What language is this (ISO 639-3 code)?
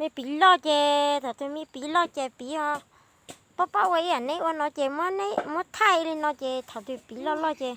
hmn